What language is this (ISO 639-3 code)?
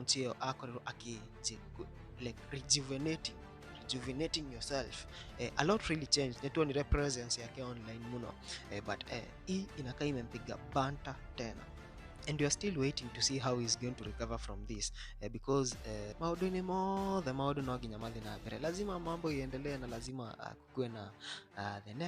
kik